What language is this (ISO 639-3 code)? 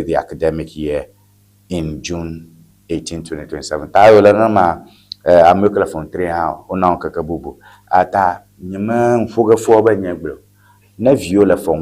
ewe